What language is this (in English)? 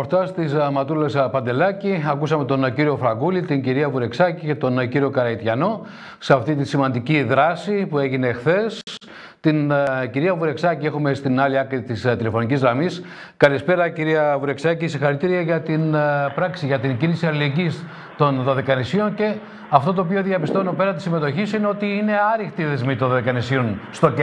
Greek